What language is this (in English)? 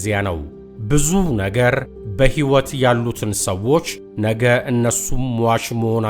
Amharic